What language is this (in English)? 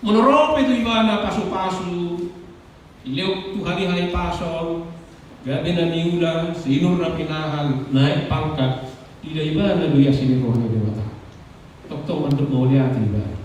Batak Toba